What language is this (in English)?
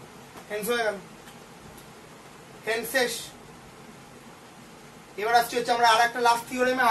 Bangla